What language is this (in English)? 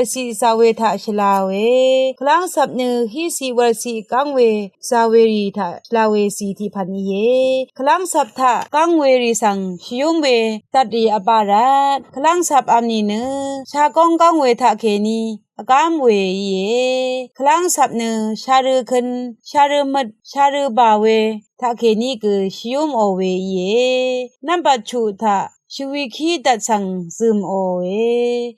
Rawang